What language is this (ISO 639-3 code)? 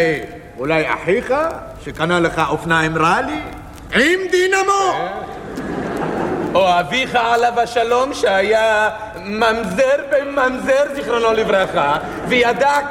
heb